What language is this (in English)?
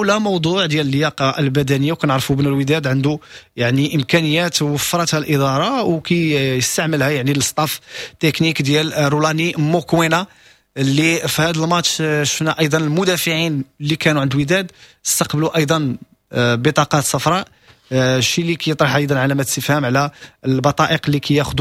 Moroccan Arabic